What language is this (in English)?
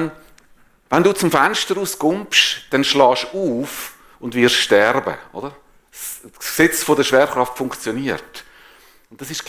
Swiss German